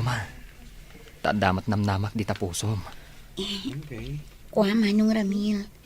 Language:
Iloko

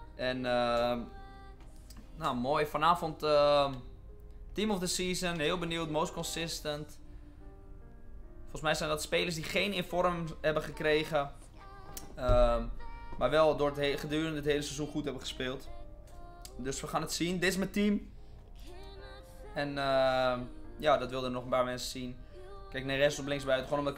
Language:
Dutch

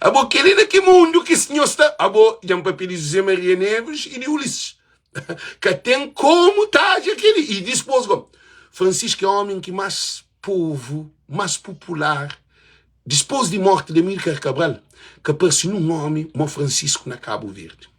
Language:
Kabuverdianu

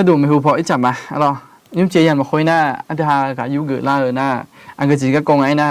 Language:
Akha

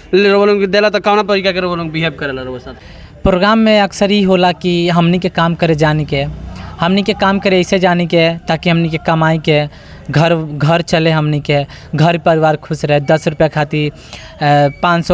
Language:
Bhojpuri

